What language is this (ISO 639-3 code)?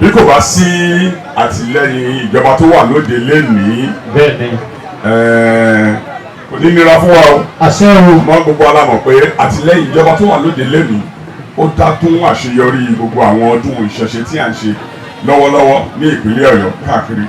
yor